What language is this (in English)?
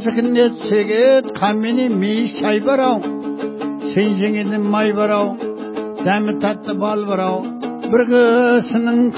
Kazakh